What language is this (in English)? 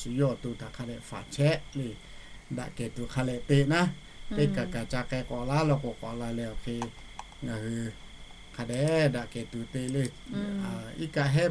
Lahu